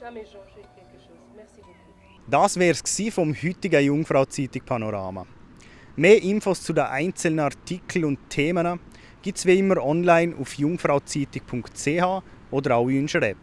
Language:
Swiss German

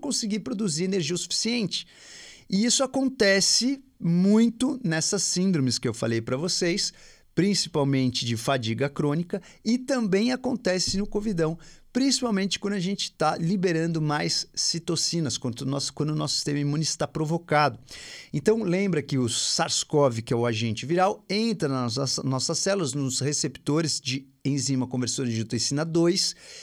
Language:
Portuguese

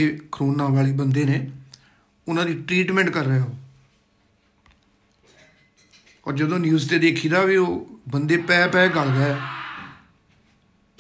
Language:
Punjabi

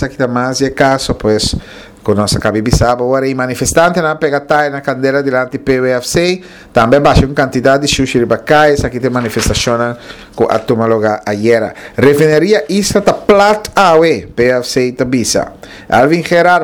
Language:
Papiamento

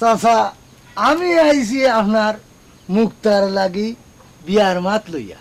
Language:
Sylheti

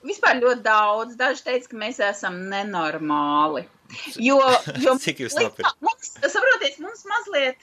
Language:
Latvian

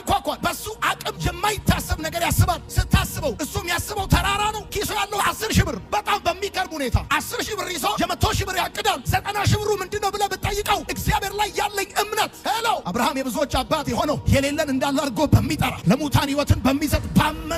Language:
Amharic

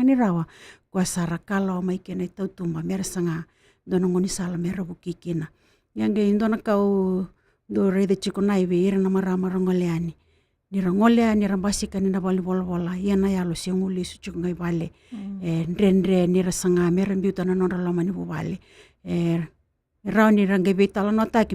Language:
Fijian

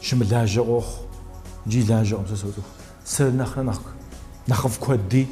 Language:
Kabardian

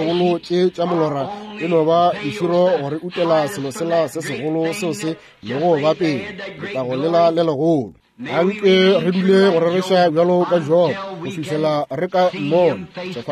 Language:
Northern Sotho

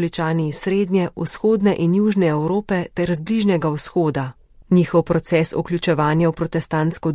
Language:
Slovenian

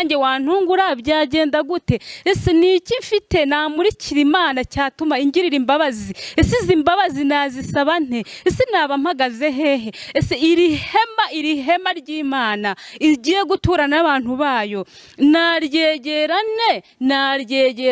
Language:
Kinyarwanda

